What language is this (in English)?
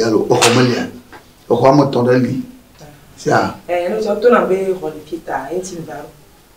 Ewe